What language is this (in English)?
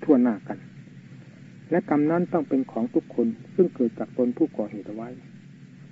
Thai